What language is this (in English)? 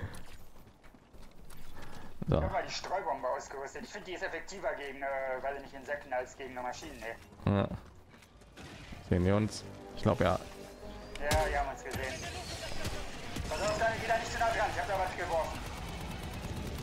German